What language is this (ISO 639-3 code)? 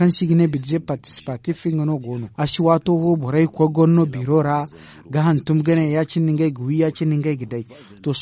dje